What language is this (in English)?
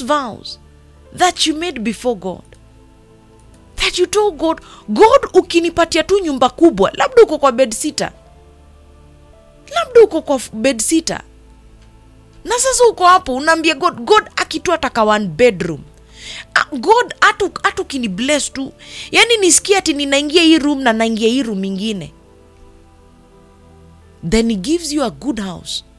Swahili